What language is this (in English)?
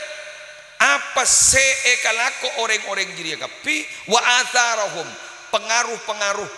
Madurese